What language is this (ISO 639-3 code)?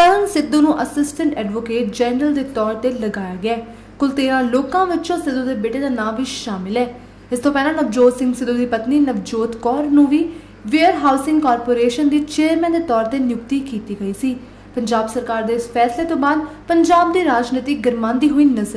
pan